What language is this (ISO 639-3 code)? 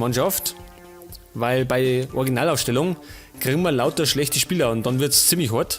bar